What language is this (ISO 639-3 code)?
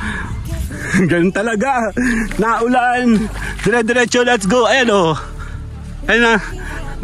fil